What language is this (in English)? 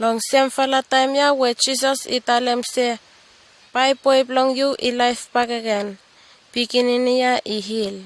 Bislama